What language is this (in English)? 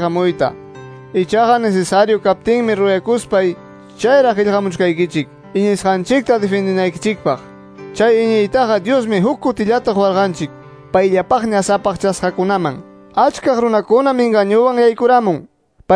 Quechua